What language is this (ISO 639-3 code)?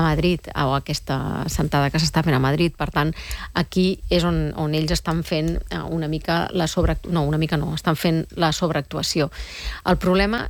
cat